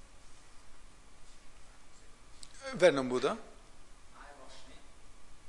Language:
Norwegian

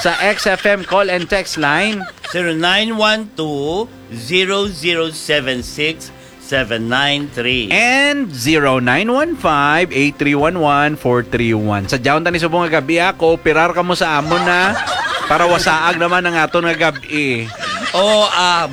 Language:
Hiligaynon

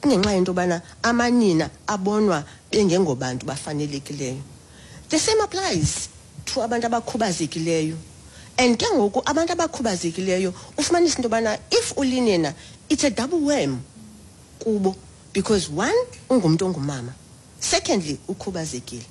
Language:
Xhosa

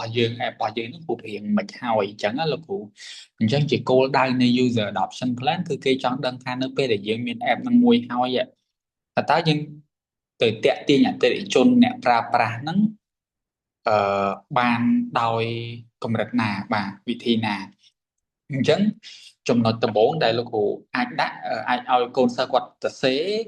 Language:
Khmer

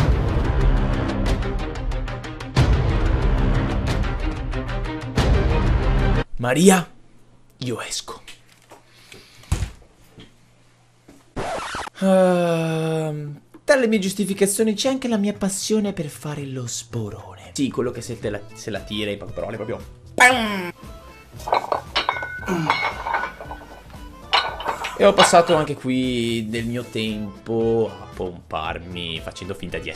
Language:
Italian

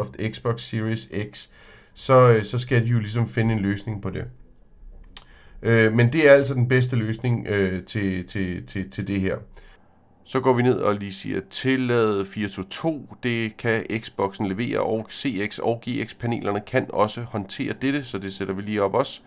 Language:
Danish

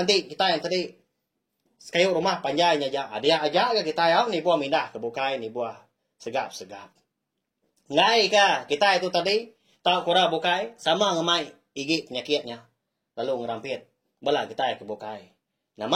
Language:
Iban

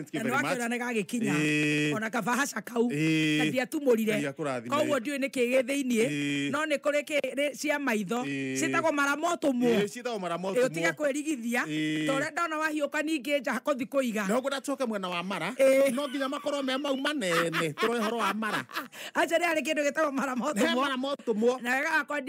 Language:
Kikuyu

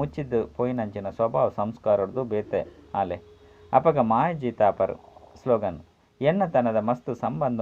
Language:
Tulu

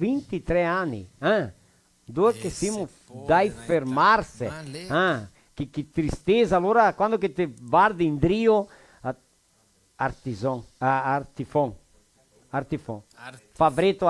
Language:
Venetian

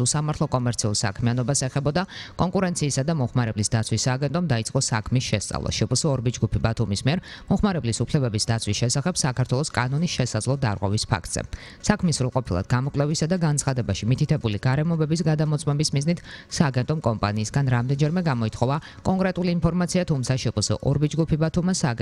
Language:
Georgian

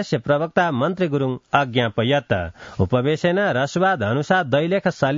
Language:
Sanskrit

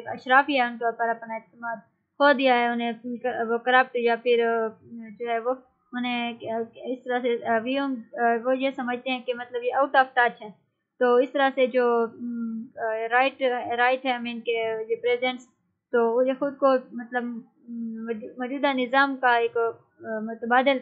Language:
Urdu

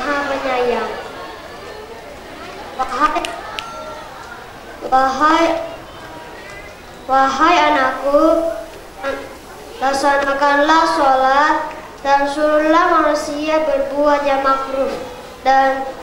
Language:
Indonesian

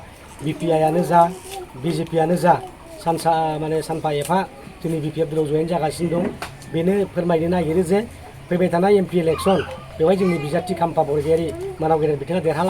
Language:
Bodo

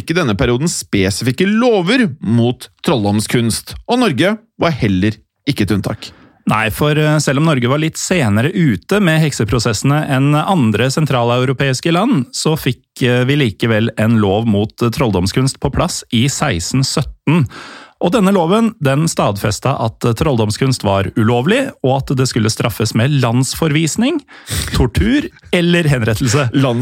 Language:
Norwegian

